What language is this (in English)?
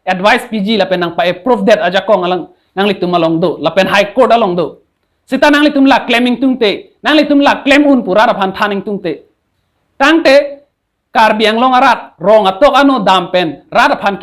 Karbi